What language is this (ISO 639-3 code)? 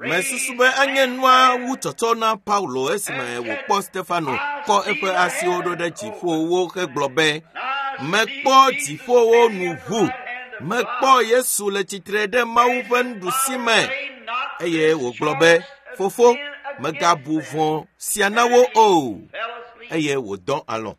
ewe